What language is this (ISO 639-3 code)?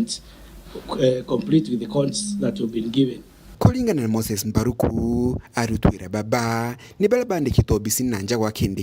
mer